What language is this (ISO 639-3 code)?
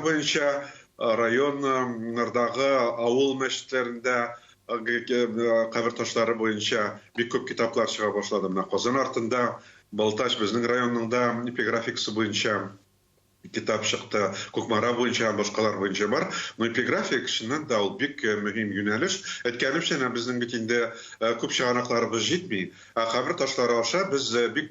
tat